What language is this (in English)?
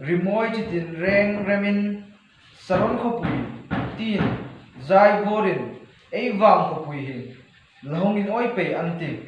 Hmar